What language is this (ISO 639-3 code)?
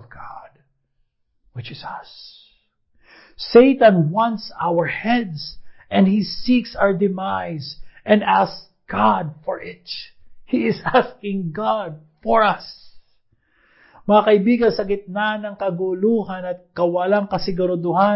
fil